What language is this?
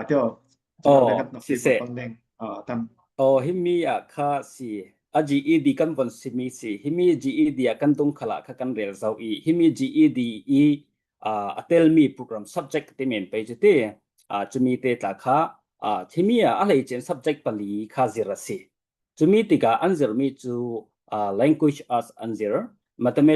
Falam Chin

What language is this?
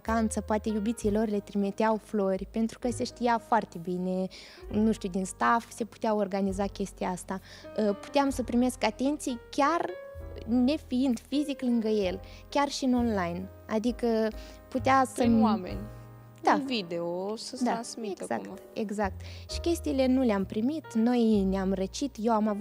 Romanian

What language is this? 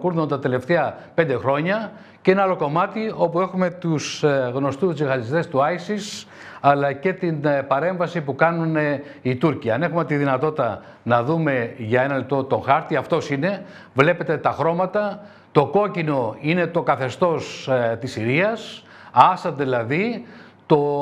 Greek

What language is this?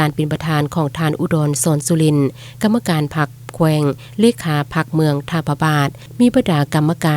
Lao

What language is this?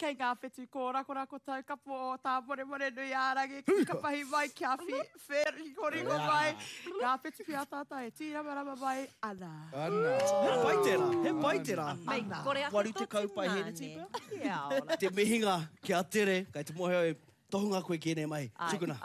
Māori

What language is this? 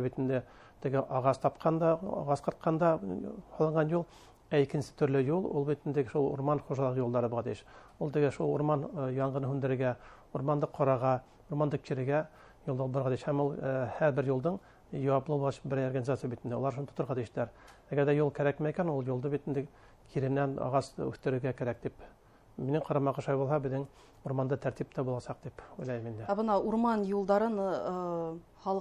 Bashkir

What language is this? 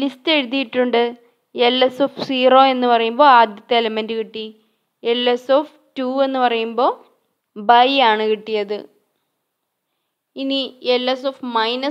Malayalam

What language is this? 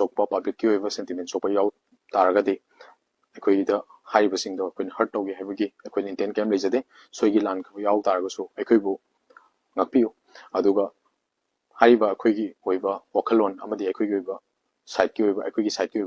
Manipuri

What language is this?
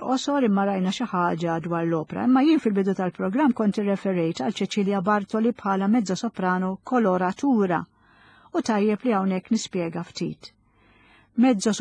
Maltese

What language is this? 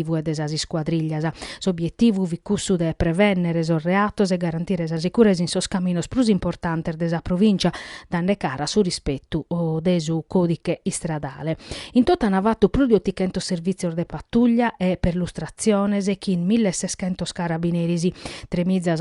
Sardinian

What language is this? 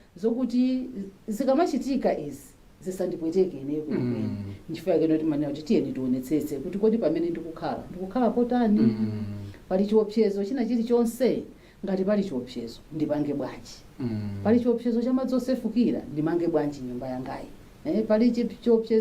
Nyanja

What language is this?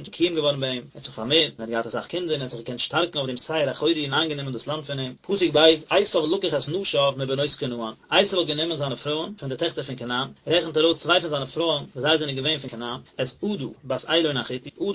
Yiddish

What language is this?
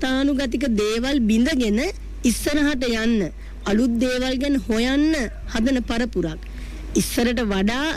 Sinhala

